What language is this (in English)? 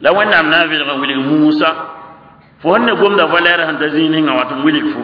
Mossi